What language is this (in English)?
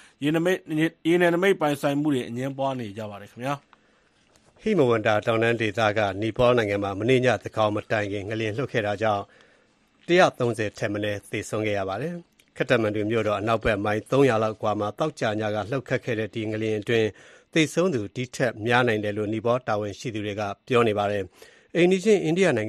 Burmese